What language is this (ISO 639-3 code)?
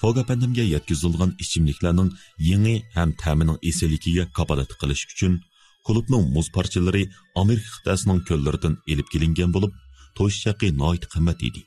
uig